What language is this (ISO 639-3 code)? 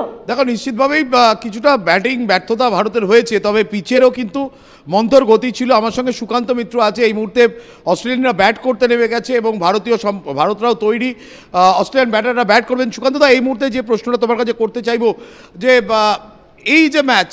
ben